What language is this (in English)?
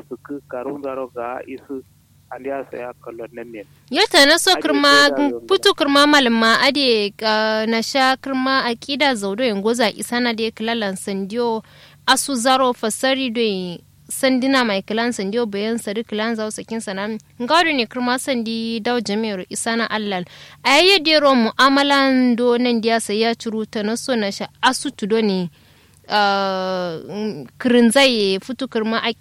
Kanuri